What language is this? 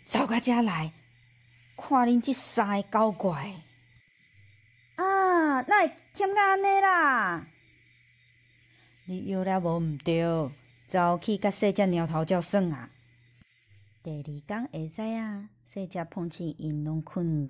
Min Nan Chinese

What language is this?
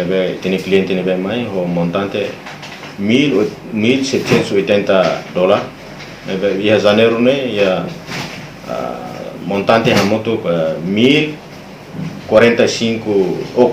Tetum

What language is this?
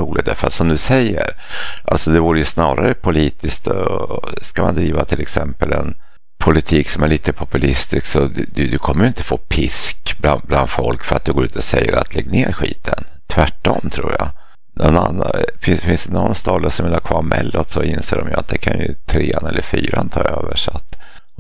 Swedish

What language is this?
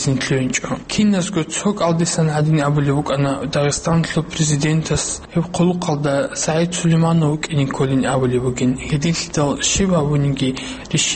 Avaric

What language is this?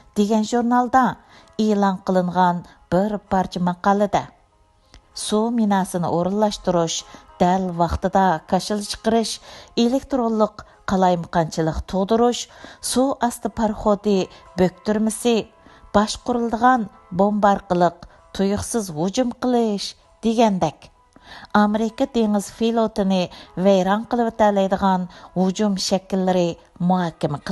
Uyghur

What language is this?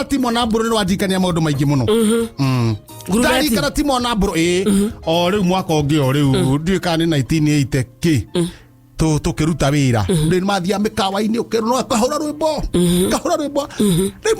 Kikuyu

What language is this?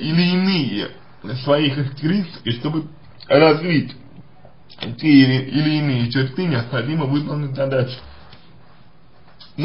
Russian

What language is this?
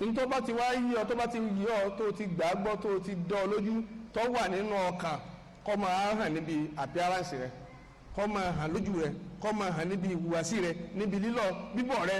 Yoruba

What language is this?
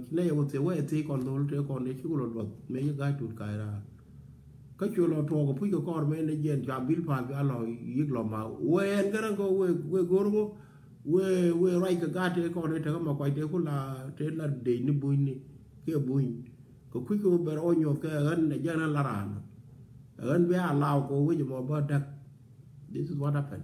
Nuer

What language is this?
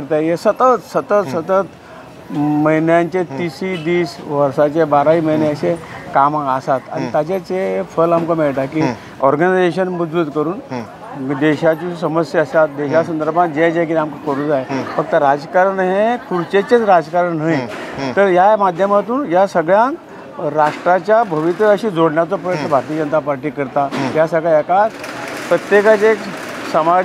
Konkani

